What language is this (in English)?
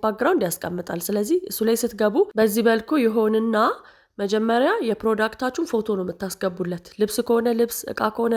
Amharic